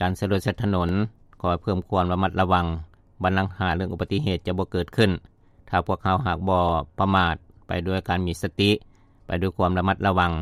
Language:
Lao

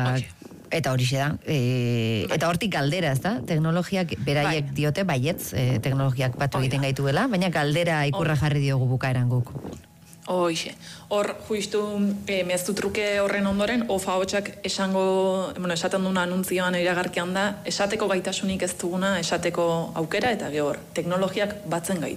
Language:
Basque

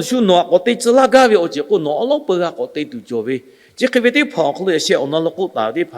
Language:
Lahu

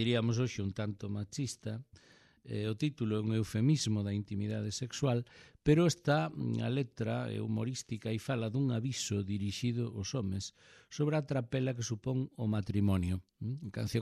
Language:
Galician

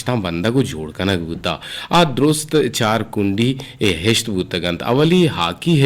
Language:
Eastern Balochi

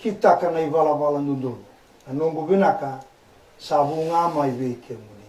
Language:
Fijian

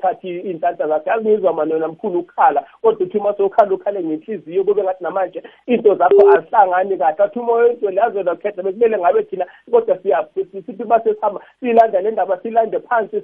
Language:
South Ndebele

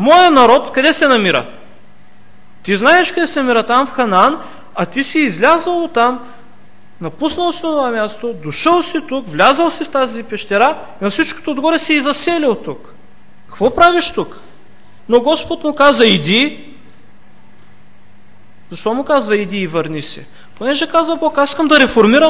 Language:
Bulgarian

